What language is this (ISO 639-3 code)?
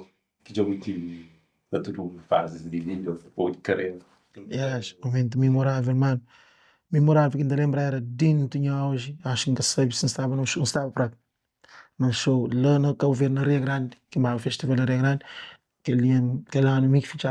kea